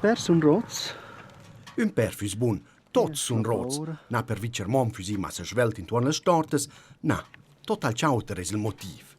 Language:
Romansh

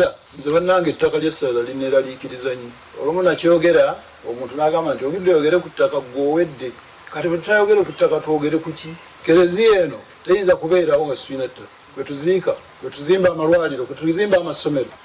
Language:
Ganda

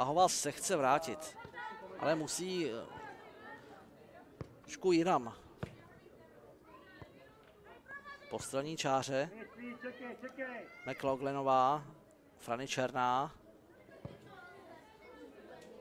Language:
Czech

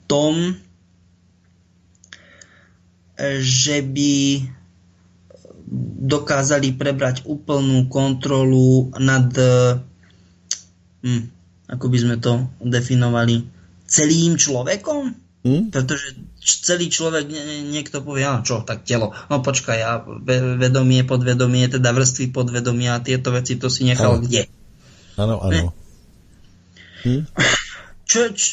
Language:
Slovak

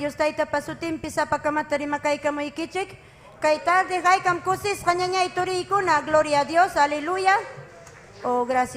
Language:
Ayacucho Quechua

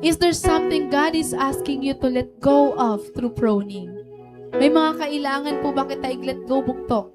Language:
Waray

